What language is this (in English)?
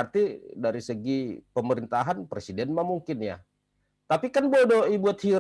Batak Simalungun